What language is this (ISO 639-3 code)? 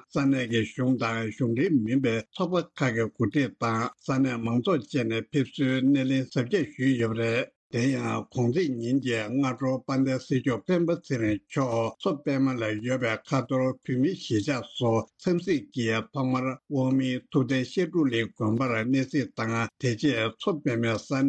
bod